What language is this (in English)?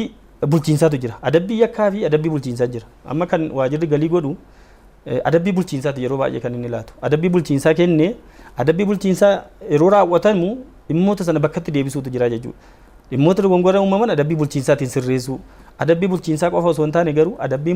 Oromo